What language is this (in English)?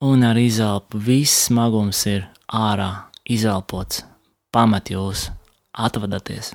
Latvian